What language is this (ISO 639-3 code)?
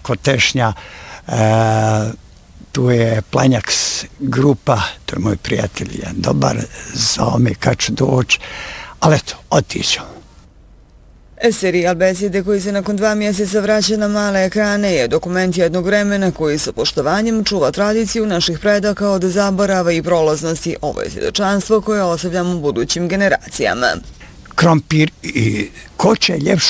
bos